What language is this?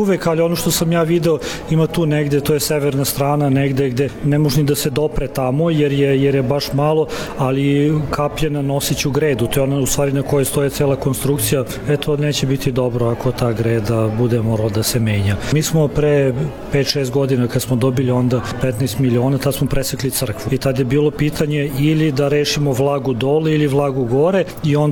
Serbian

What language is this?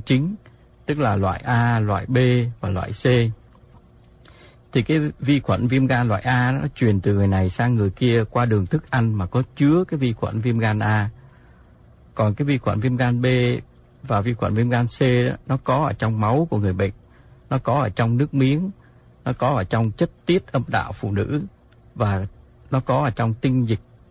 Vietnamese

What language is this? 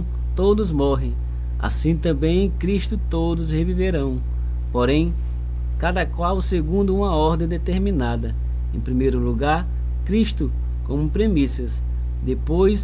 Portuguese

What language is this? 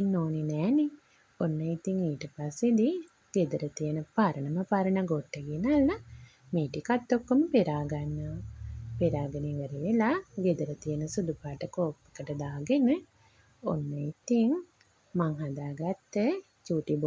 Sinhala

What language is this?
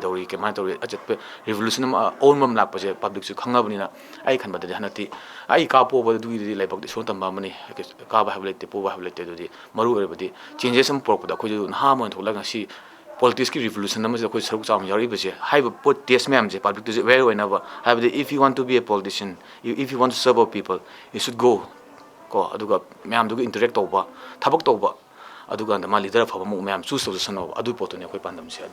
Manipuri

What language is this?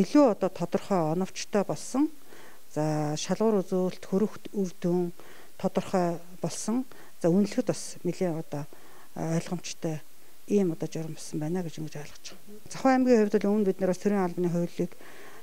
Mongolian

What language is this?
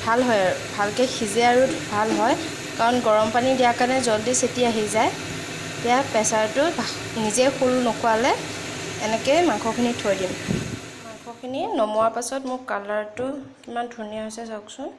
Assamese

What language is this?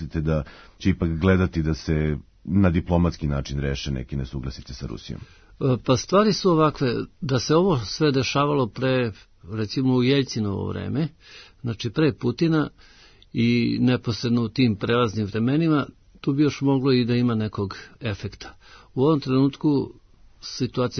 Serbian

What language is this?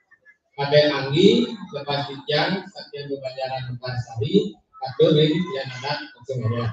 Balinese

